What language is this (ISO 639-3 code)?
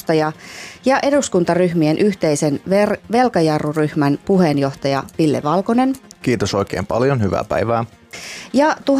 fin